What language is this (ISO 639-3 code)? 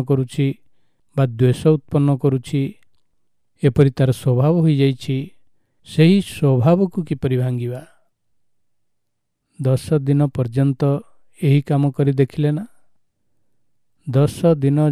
ori